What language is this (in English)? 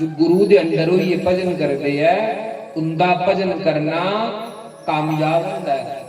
Dogri